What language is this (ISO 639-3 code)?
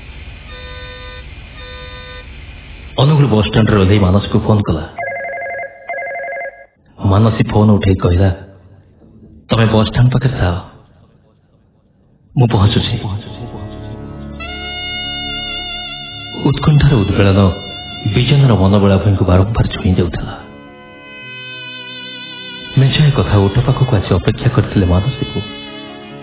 ori